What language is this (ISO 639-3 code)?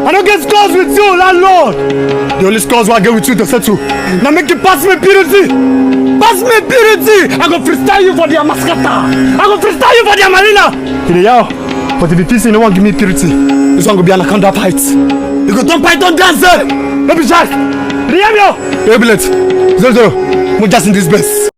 pcm